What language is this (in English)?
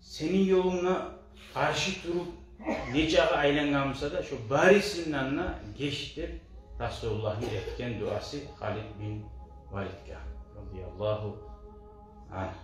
Kumyk